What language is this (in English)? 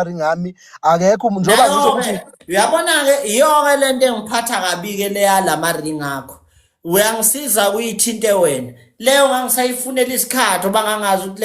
Zulu